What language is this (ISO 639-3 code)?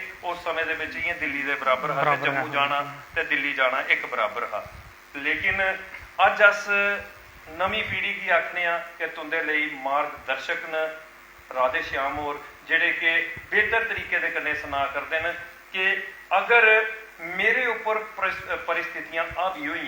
doi